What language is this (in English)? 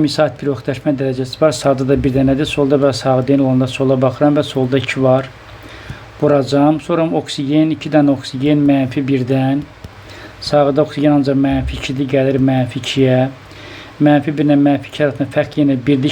Azerbaijani